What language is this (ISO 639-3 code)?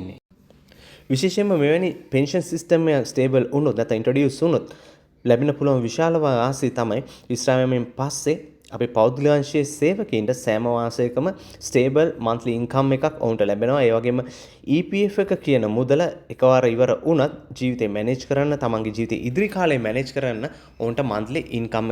sin